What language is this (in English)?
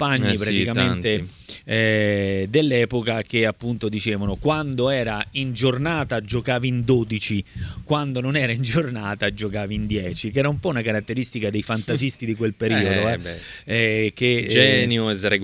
Italian